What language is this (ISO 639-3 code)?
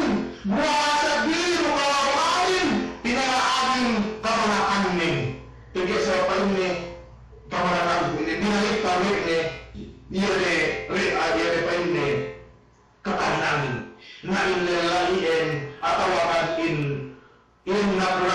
yka